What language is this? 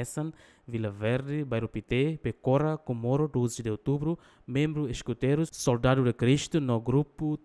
Tetum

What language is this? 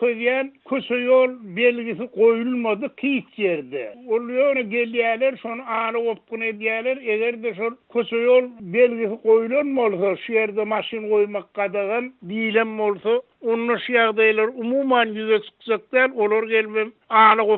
Turkmen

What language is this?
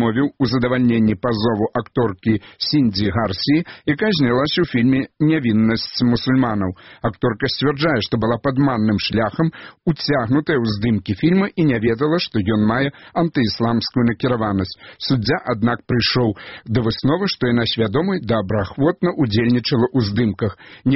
Belarusian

